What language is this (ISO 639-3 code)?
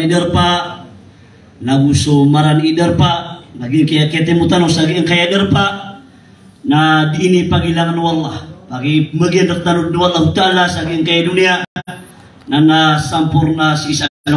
mrw